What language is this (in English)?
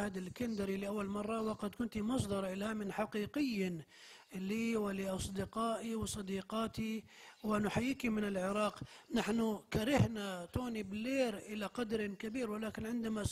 Arabic